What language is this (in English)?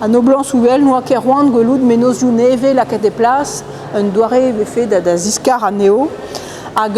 Breton